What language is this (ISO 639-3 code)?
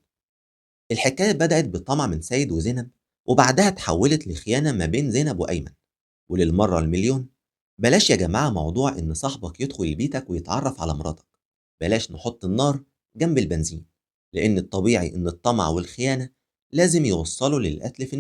arz